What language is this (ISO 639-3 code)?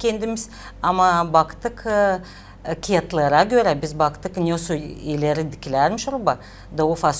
gag